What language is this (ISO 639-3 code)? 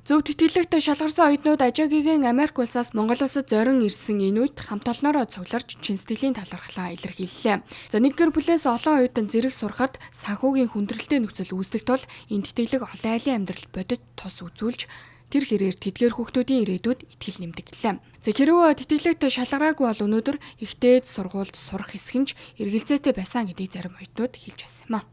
mon